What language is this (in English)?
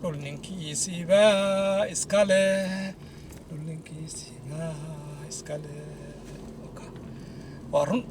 Somali